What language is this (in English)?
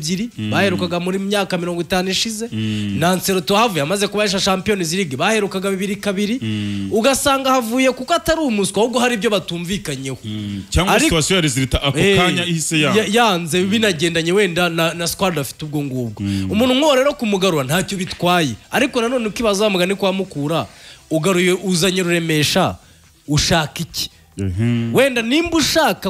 Kinyarwanda